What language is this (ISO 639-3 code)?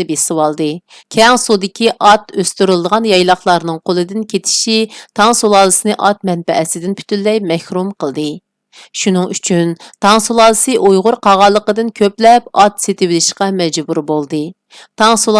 uig